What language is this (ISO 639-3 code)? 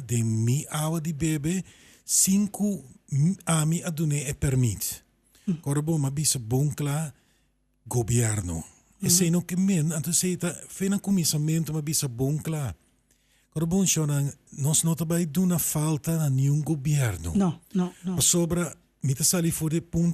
pap